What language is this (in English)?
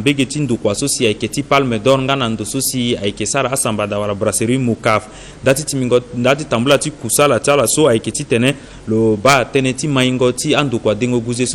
Sango